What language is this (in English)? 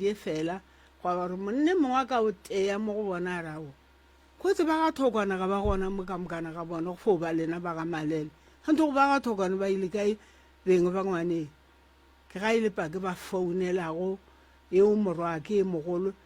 Northern Sotho